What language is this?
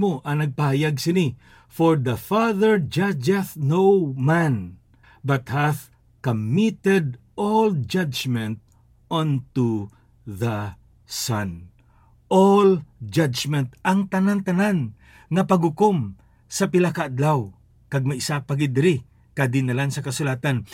Hiligaynon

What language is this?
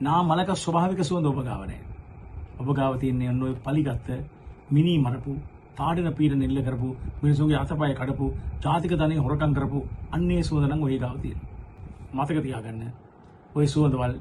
Sinhala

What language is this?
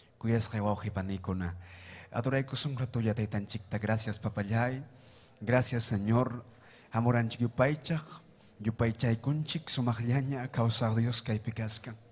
Ayacucho Quechua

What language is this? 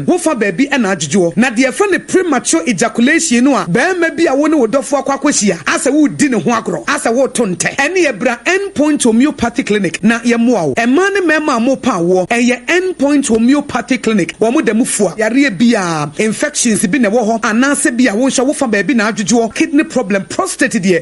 Akan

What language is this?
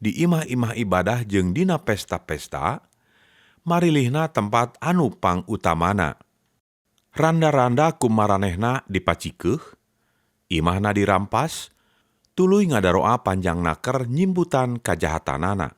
Sundanese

